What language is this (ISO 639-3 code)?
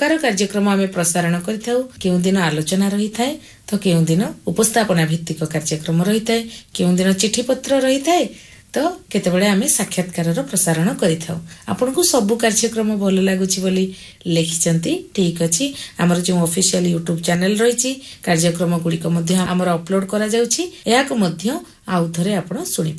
ori